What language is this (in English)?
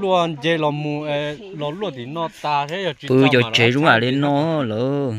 Hmong